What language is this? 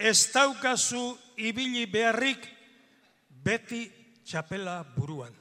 Basque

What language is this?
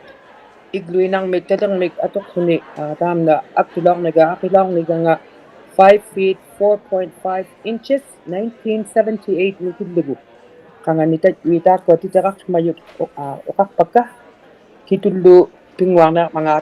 Inuktitut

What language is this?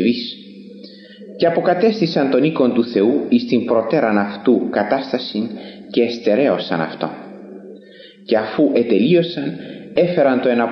Greek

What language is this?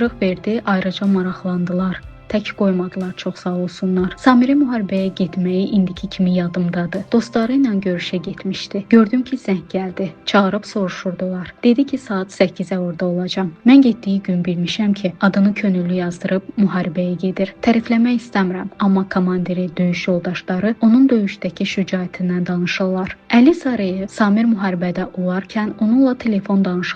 Azerbaijani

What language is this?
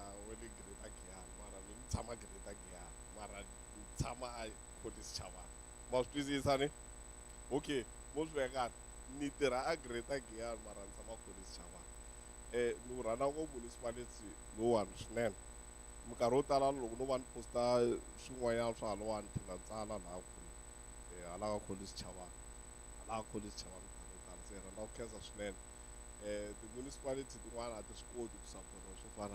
Tsonga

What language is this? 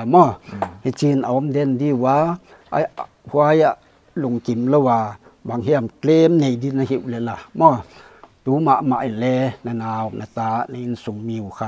Paite Chin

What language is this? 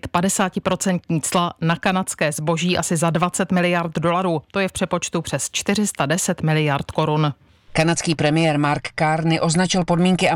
Czech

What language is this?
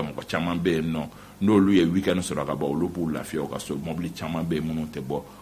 Bambara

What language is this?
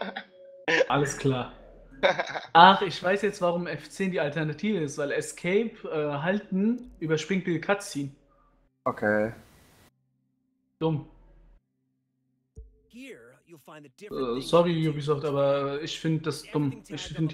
German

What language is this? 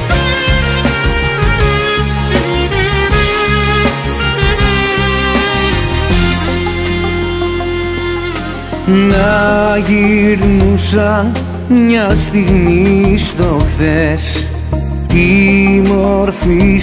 Greek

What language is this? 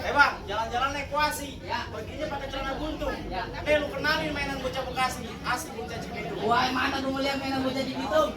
Betawi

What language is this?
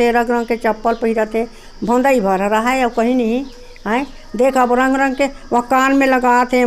Chhattisgarhi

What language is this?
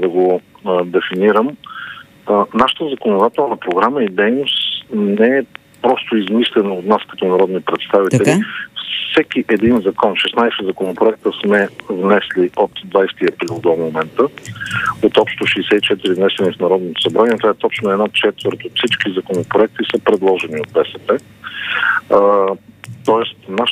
Bulgarian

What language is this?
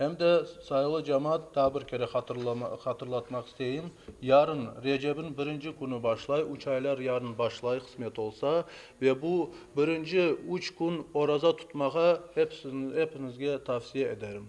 Crimean Tatar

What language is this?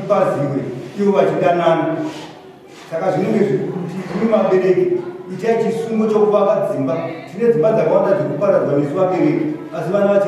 Shona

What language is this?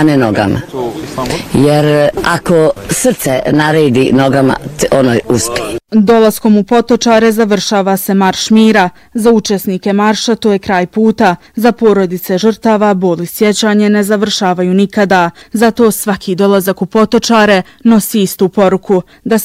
Bosnian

